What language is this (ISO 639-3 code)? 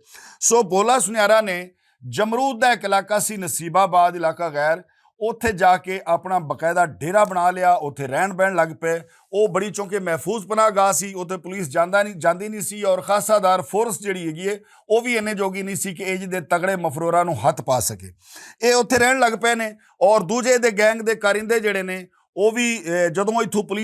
lah